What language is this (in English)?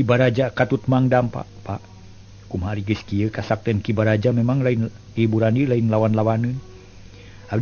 Sundanese